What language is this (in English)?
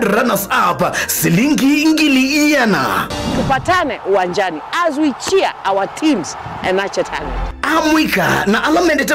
Kamba